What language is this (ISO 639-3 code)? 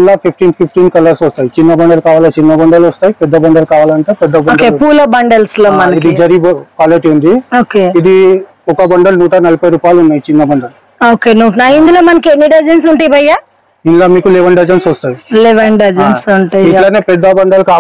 tel